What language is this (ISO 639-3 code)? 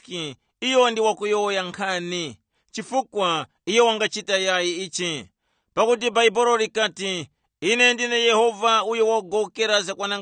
tum